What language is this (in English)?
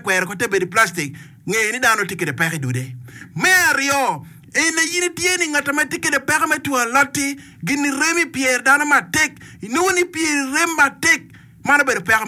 Acoli